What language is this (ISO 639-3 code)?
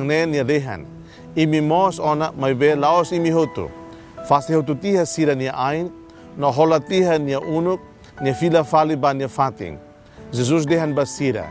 tet